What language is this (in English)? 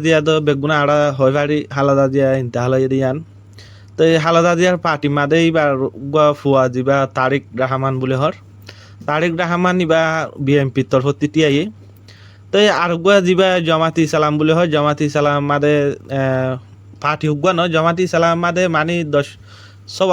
Rohingya